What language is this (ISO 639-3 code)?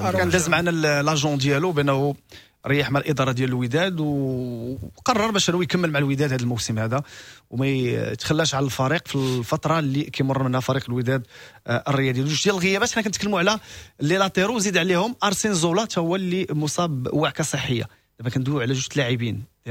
ary